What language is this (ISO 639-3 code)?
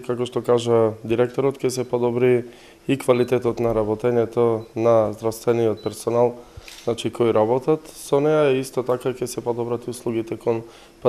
mkd